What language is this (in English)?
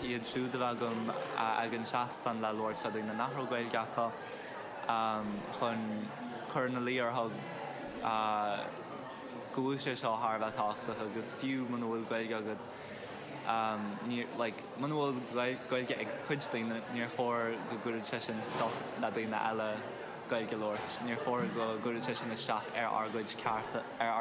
Irish